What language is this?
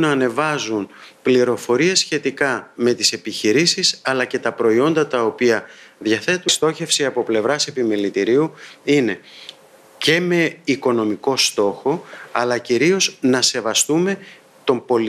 Greek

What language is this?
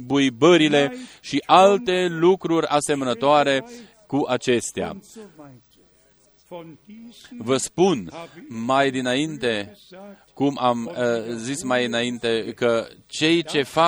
Romanian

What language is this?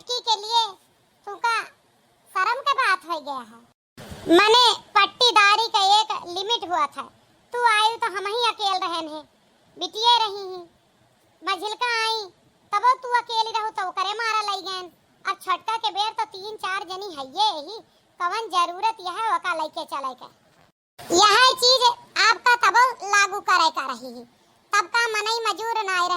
Awadhi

